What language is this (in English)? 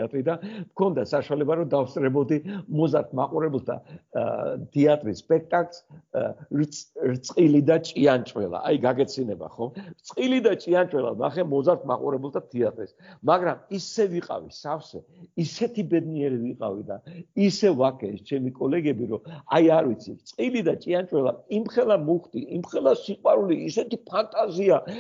Georgian